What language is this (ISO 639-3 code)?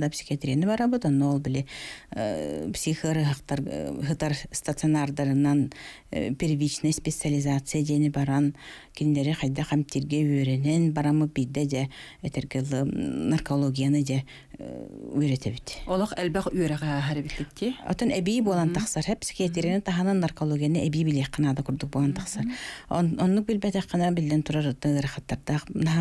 sah